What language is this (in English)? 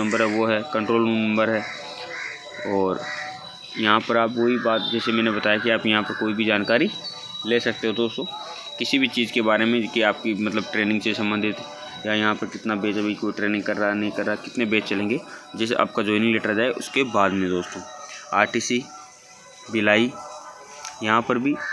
Hindi